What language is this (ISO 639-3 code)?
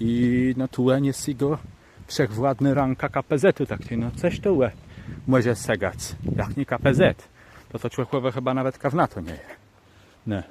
csb